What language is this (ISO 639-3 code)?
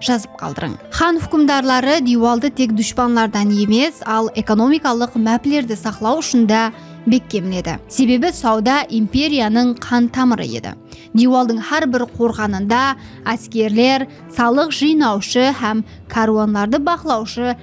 kaa